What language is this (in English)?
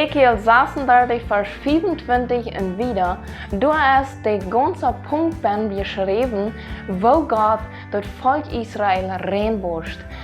Plautdietsch